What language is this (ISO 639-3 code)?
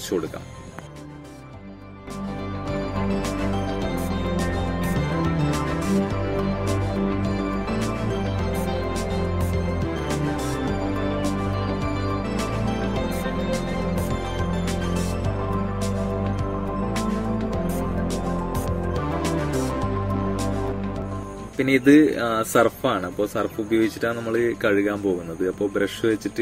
mal